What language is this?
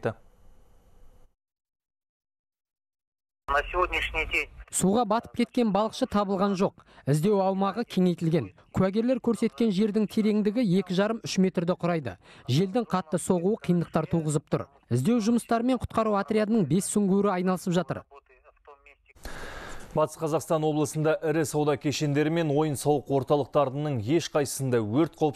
Kazakh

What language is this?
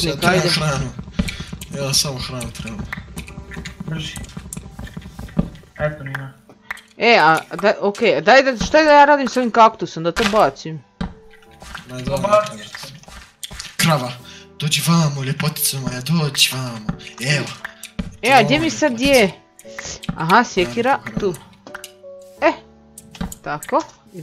Croatian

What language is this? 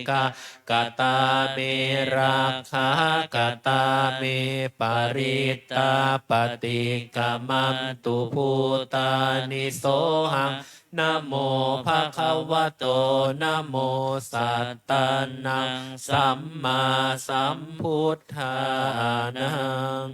Pali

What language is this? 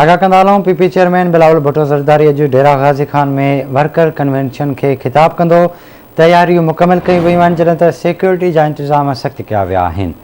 Sindhi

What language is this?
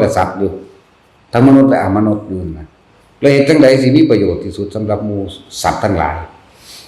Lao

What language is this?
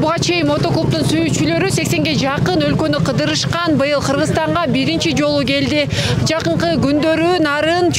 Kyrgyz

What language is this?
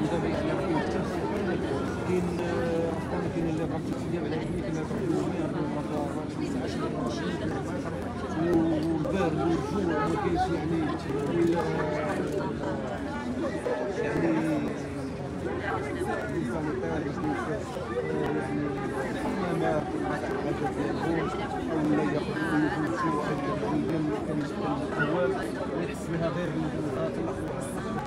Moroccan Arabic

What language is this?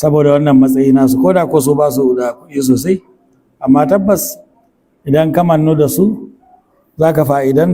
Hausa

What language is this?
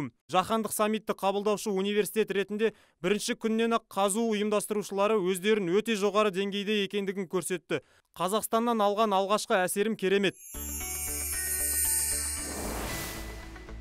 Kazakh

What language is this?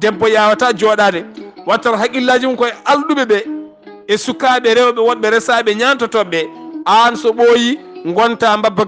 Fula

